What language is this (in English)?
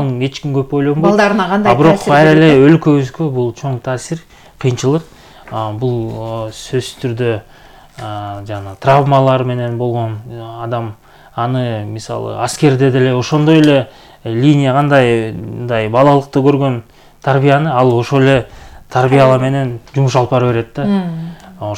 Kyrgyz